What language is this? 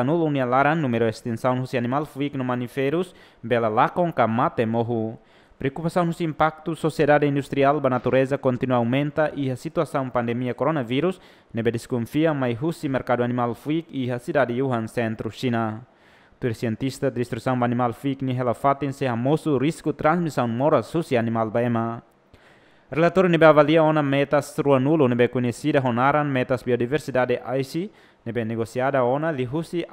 Tetum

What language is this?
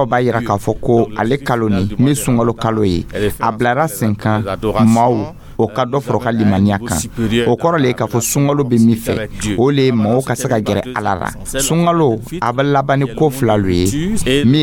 Dyula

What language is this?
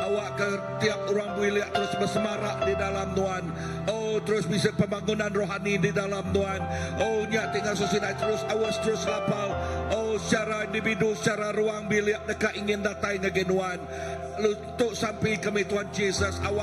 Iban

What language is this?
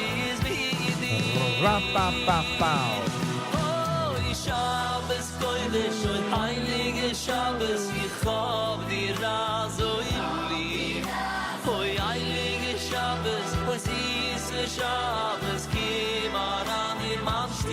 Yiddish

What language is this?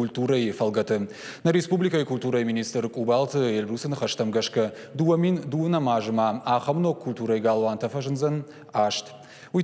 Ossetic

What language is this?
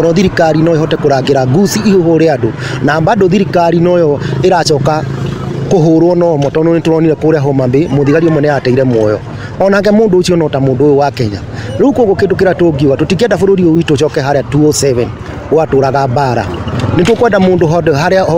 Kikuyu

